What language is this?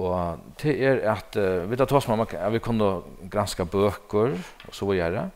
Faroese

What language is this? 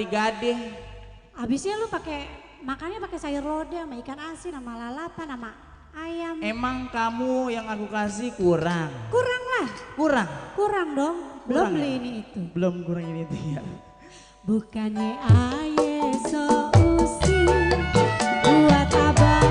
Betawi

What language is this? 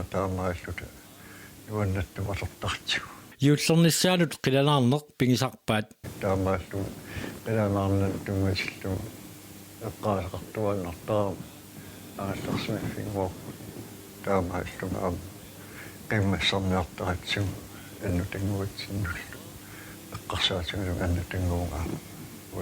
Kalaallisut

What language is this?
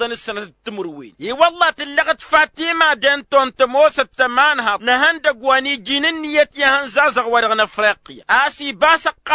Tamasheq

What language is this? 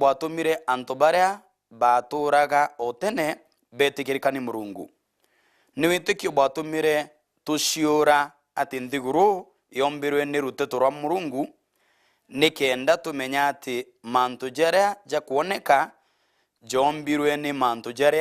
Meru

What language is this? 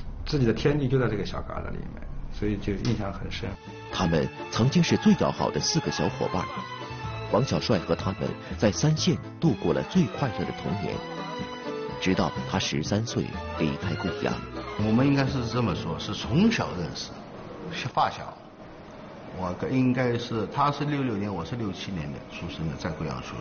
Chinese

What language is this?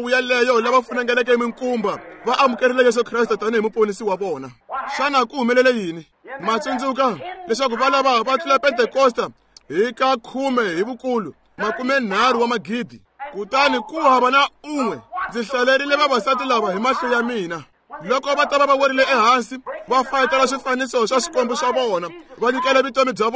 Tsonga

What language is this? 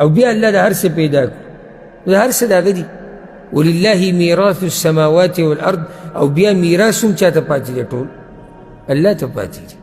Pashto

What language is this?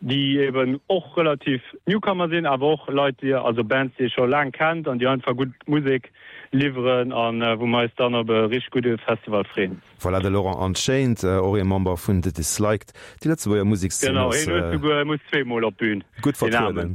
Luxembourgish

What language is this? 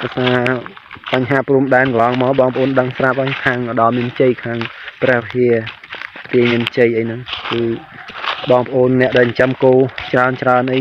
Khmer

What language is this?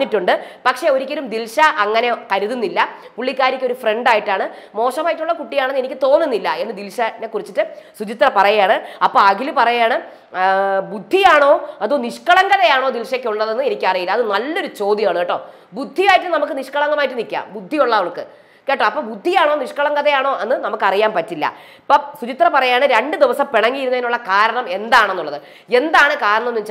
Malayalam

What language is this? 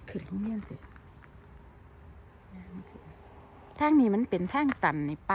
Thai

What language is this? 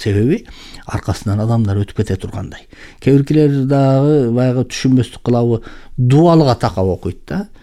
Kyrgyz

